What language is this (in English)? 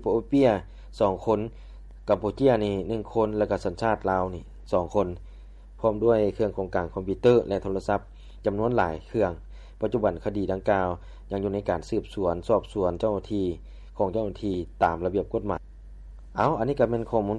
Lao